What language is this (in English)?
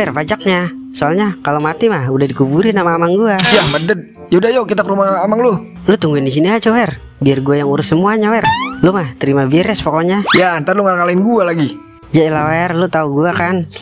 Betawi